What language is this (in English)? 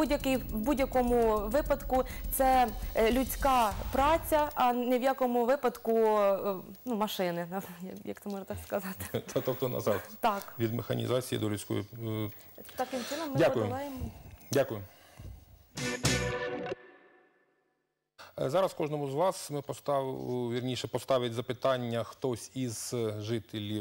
Ukrainian